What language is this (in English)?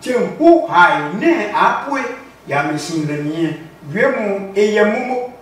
Adangme